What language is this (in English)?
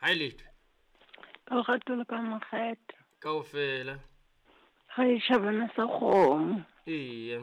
Southern Sotho